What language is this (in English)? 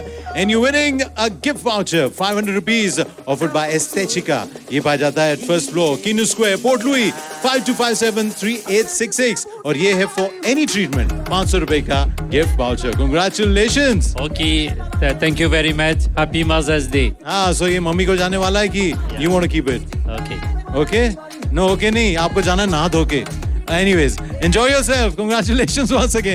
Hindi